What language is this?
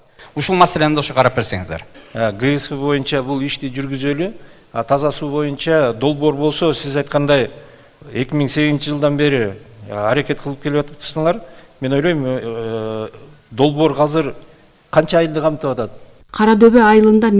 Kyrgyz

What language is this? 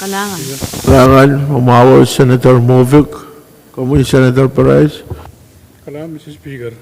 Pohnpeian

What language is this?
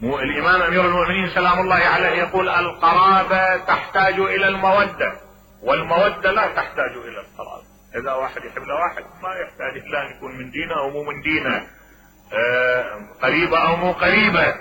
Mesopotamian Arabic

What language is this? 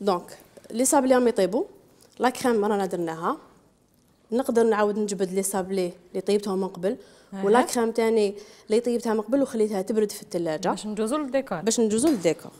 Algerian Arabic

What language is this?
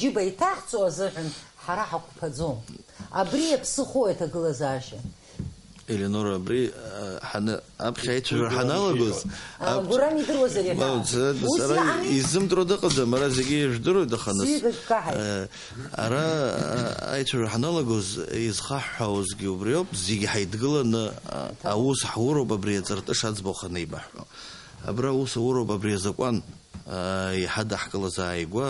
Abkhazian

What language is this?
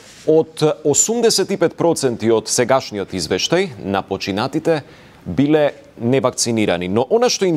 Macedonian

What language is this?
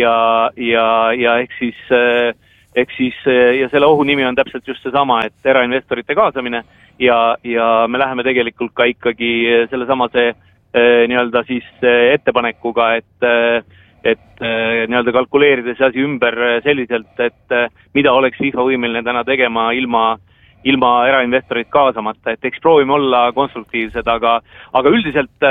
Estonian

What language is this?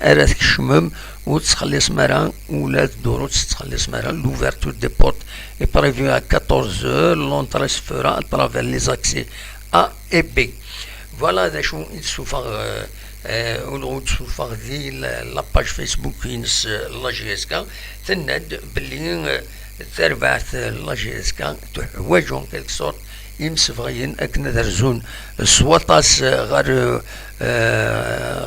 Kabyle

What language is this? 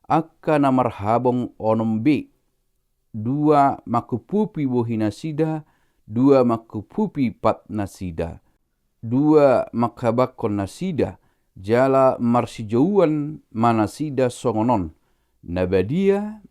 Batak Toba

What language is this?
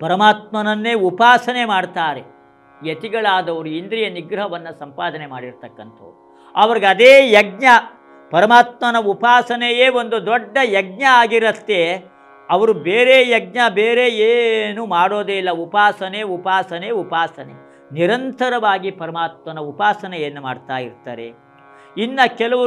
Kannada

